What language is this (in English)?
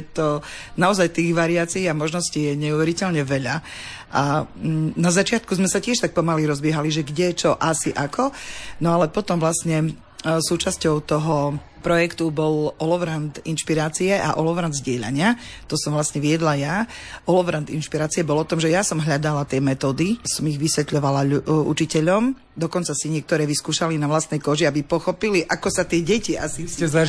Slovak